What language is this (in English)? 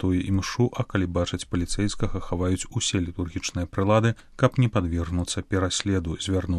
Belarusian